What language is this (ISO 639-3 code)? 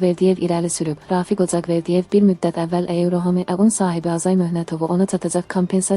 aze